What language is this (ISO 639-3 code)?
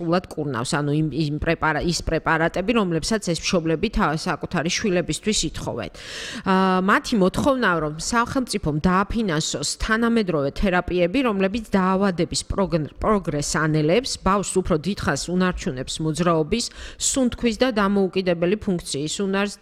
kat